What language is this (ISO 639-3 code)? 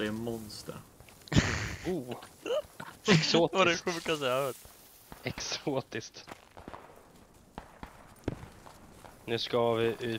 swe